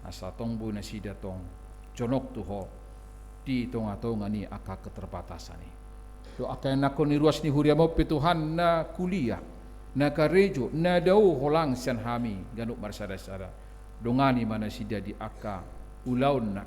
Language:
Batak Toba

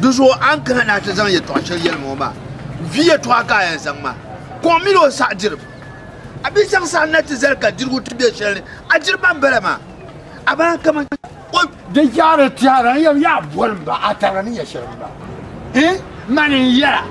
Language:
Dagbani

